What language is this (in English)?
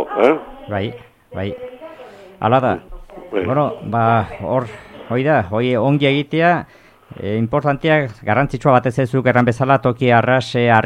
Basque